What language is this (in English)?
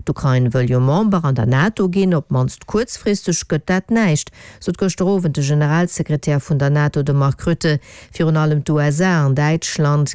Luxembourgish